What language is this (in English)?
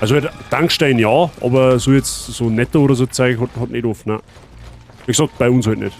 Bavarian